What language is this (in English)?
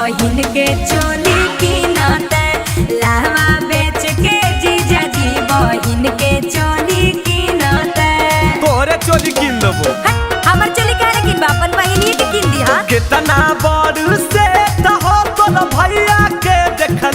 Magahi